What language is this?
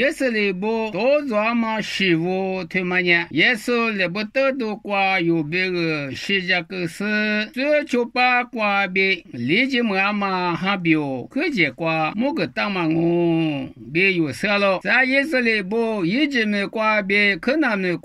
Lisu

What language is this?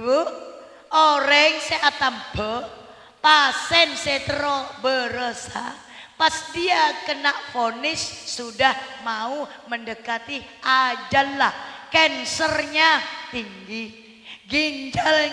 Madurese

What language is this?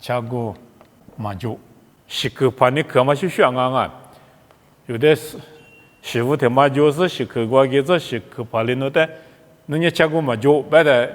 Lisu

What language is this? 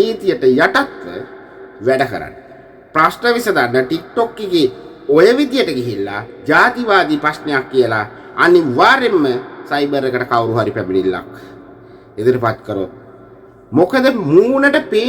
Sinhala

